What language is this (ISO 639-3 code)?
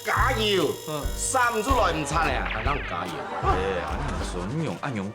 hak